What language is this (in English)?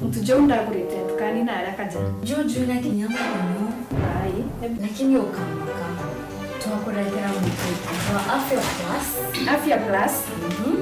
Meru